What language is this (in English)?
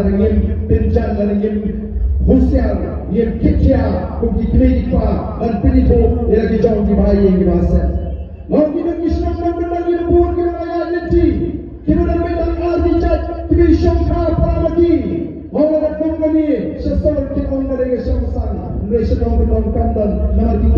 Khasi